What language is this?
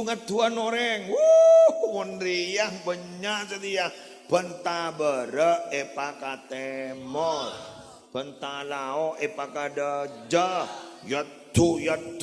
Madurese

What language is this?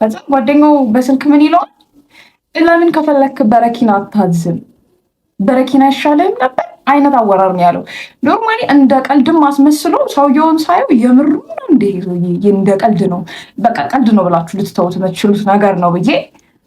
Amharic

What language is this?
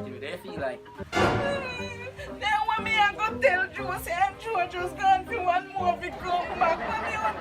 Jamaican Creole English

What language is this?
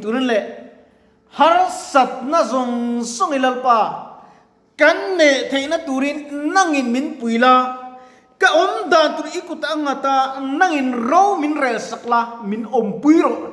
Mizo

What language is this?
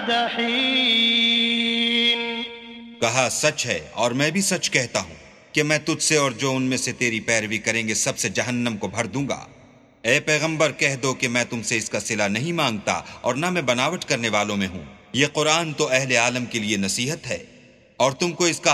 Urdu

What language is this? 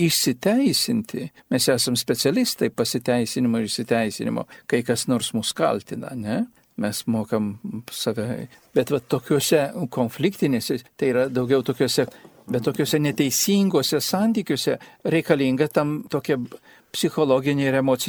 Lithuanian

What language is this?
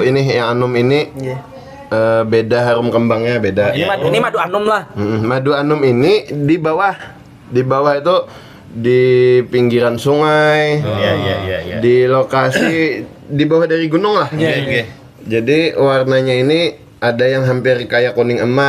Banjar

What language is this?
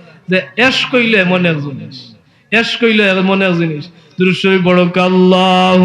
Sylheti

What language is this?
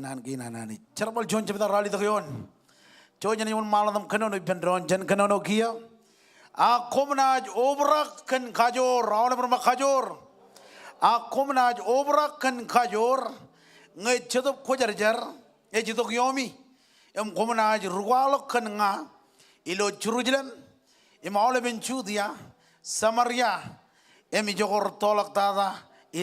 Marshallese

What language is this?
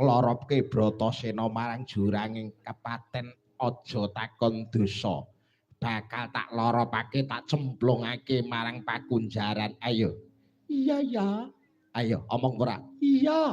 Javanese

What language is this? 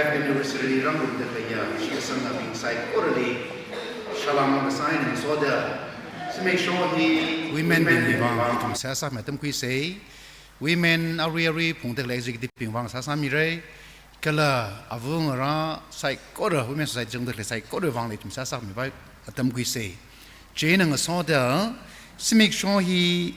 Tangkhul Naga (India)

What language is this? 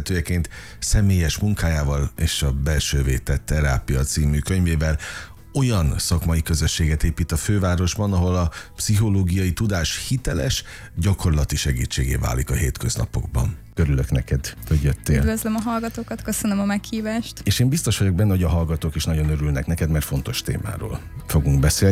Hungarian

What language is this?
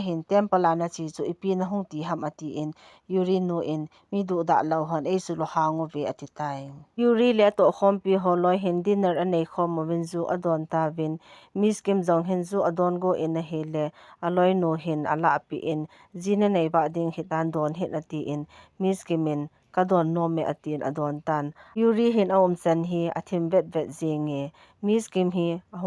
Thado Chin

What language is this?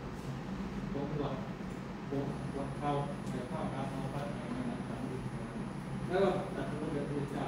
Thai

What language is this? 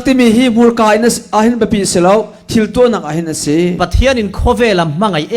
Falam Chin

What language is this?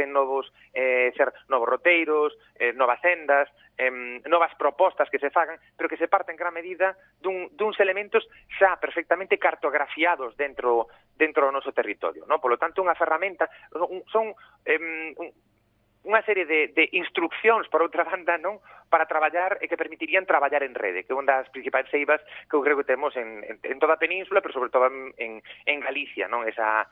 Galician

